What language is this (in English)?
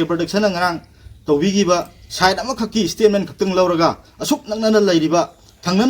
Manipuri